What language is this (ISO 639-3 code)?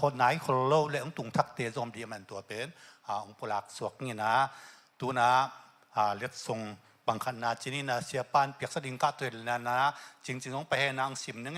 ctd